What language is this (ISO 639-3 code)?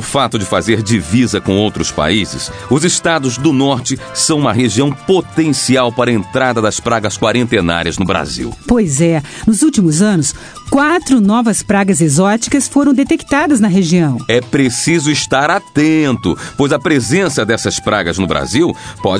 por